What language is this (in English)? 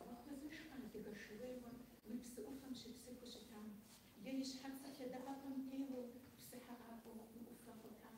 Kabardian